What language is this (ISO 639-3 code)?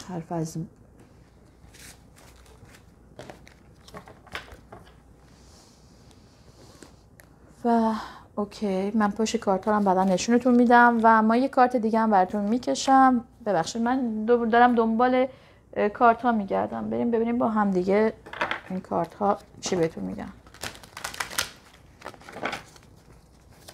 fas